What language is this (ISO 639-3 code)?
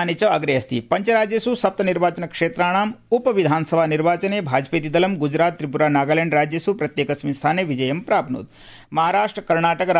san